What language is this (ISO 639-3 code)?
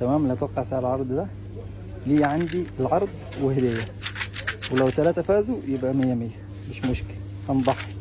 arz